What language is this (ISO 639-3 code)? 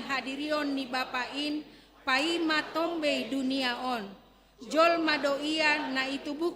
bts